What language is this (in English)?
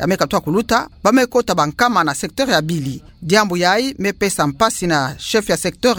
Kituba (Democratic Republic of Congo)